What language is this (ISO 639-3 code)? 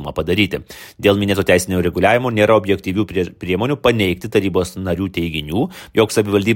lit